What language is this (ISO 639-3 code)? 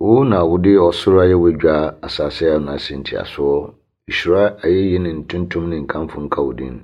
aka